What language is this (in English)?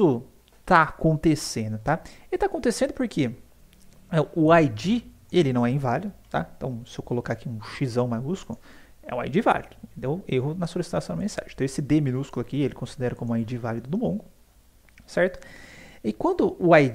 Portuguese